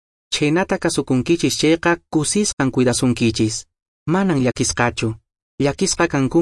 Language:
Quechua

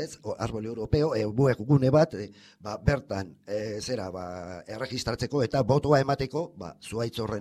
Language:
Basque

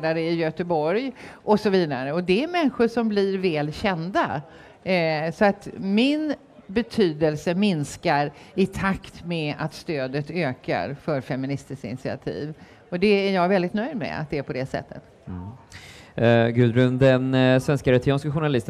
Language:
Swedish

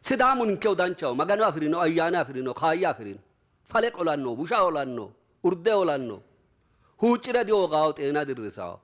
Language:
Sidamo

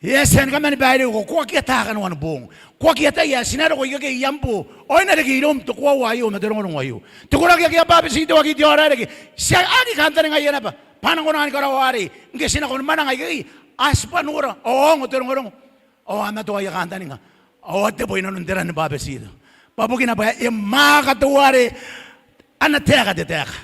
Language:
Gilbertese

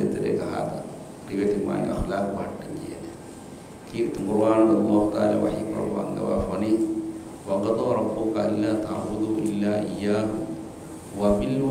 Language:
Divehi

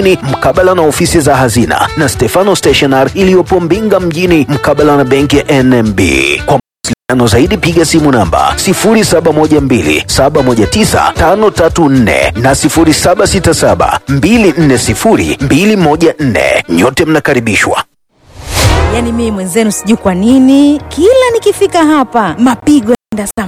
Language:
Swahili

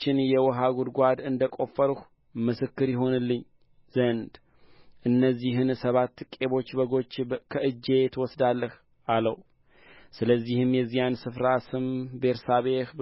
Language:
Amharic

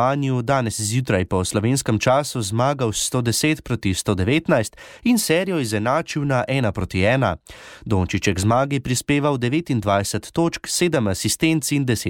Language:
Slovenian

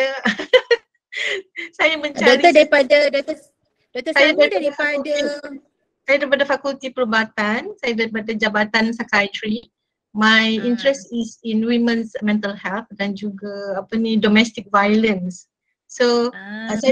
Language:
Malay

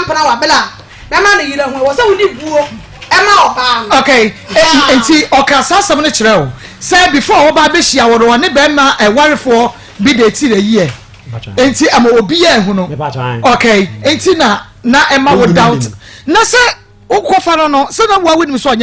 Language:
Akan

